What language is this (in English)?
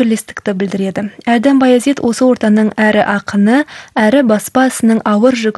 Kazakh